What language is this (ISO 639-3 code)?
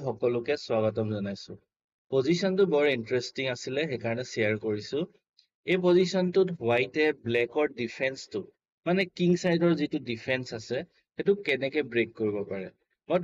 asm